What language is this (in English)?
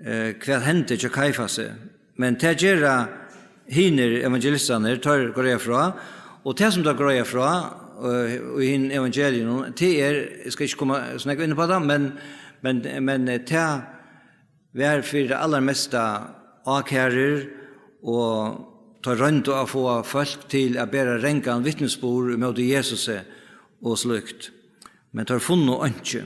Faroese